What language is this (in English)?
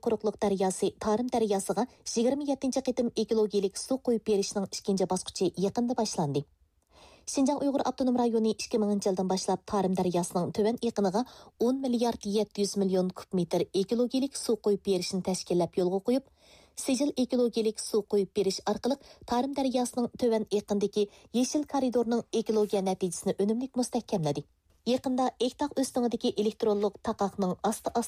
Uyghur